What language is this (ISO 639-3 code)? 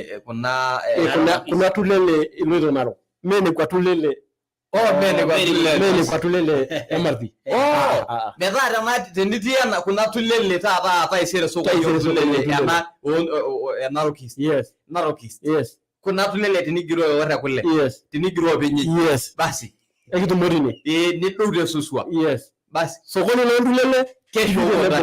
mas